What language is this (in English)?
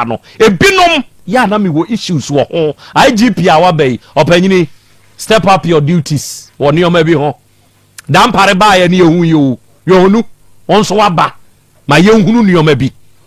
Akan